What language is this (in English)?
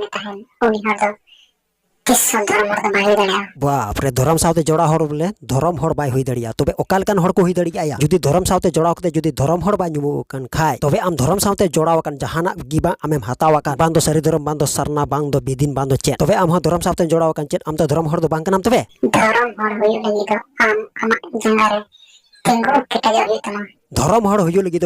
Santali